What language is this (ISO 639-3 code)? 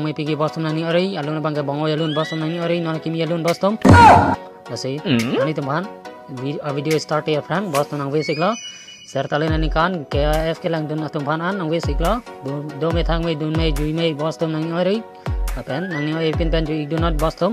mjw